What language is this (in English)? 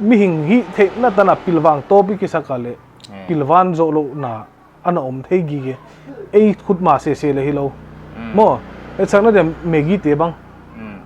Paite Chin